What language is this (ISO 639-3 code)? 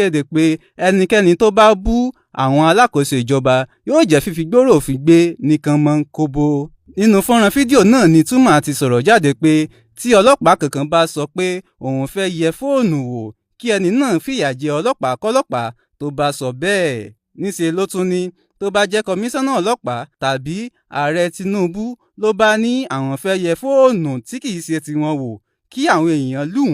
yor